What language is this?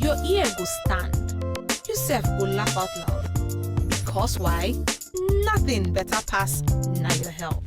Nigerian Pidgin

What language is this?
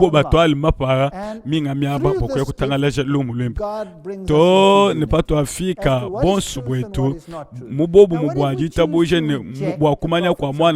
Luba-Lulua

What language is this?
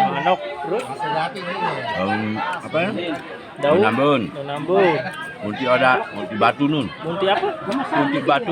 Sasak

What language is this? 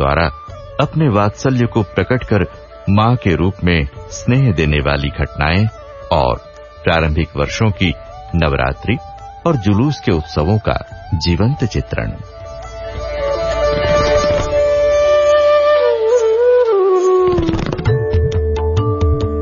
Hindi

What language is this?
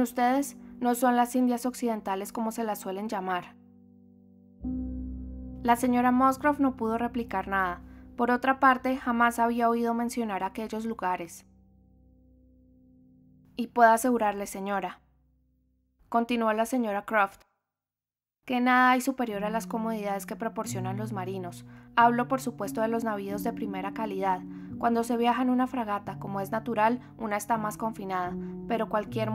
Spanish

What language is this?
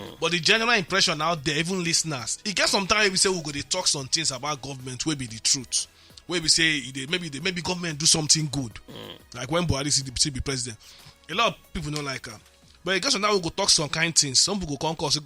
Nigerian Pidgin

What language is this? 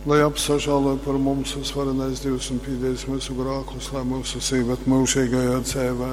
Latgalian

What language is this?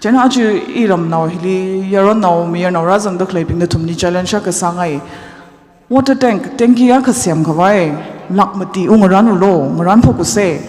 Tangkhul Naga (India)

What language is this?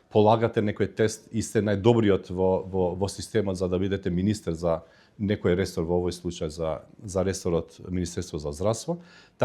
Macedonian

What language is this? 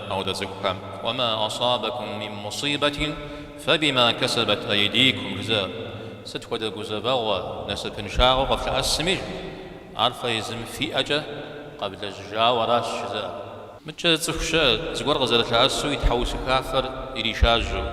Kabardian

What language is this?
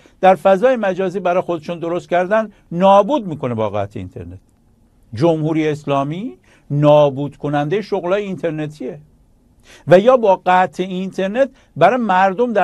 Persian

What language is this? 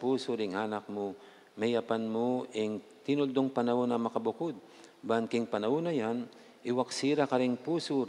Pampanga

